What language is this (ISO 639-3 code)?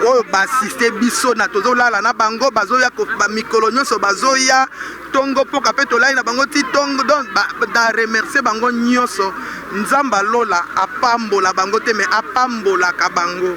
lin